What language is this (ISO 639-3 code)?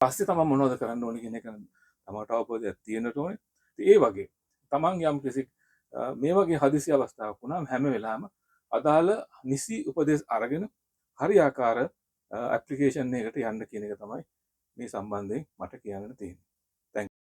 sin